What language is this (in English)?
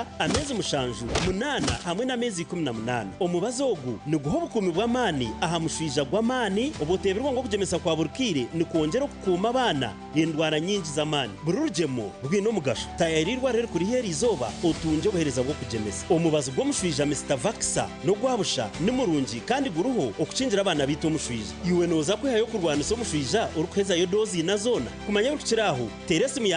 Nyankole